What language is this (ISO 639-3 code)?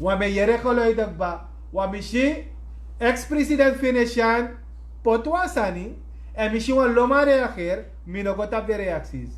srn